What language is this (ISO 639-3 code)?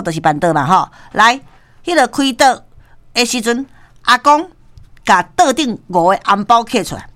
nan